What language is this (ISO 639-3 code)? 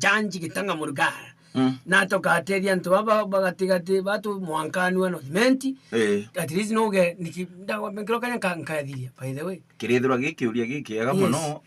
mer